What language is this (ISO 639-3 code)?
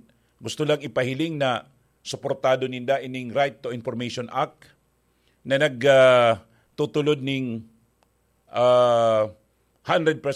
bik